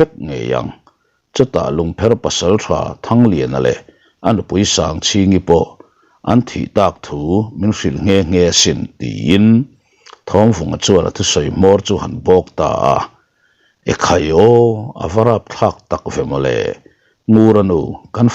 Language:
Mizo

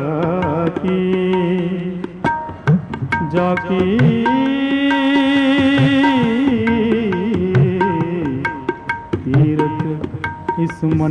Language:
Hindi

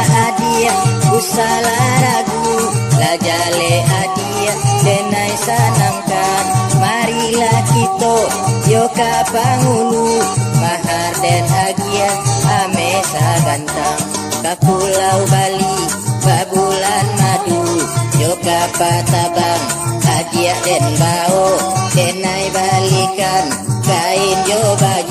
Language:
Minangkabau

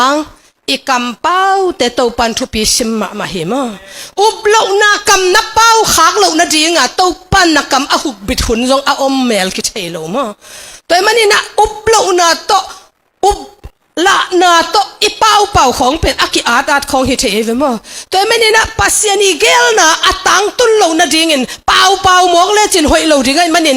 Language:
Tedim Chin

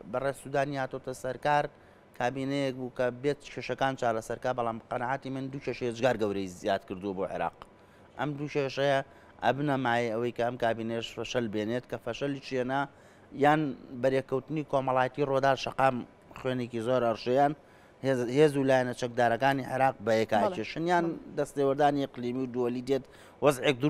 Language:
Central Kurdish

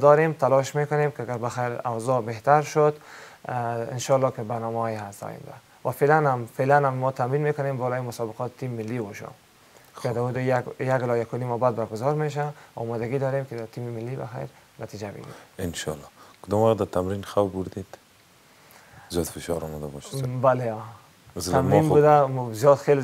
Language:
Persian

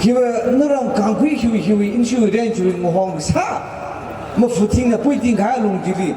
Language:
Tangkhul Naga (India)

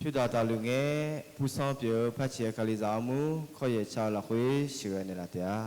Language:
Akha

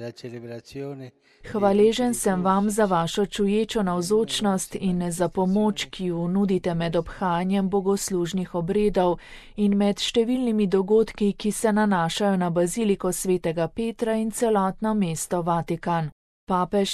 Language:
Slovenian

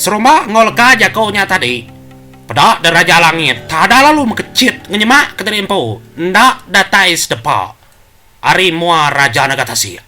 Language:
Iban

